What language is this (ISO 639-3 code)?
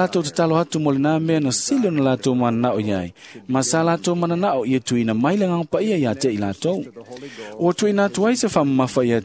smo